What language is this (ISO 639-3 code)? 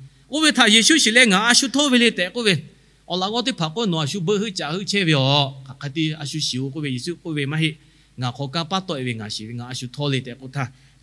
lhu